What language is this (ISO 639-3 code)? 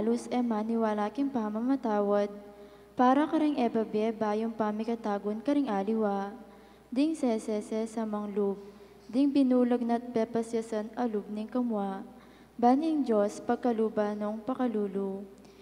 pam